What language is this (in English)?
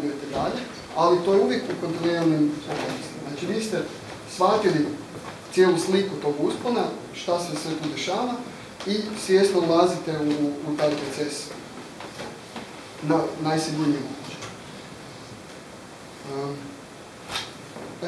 Croatian